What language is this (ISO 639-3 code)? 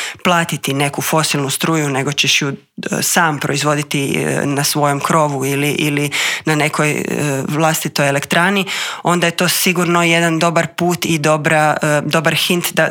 hrv